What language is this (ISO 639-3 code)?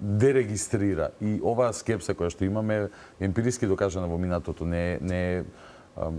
mkd